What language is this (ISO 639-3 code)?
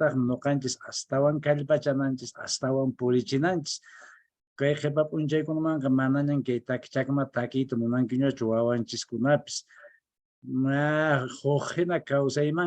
que